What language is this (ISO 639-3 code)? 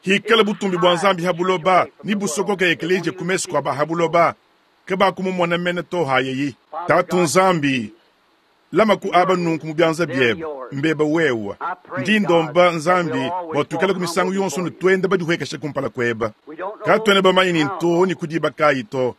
lua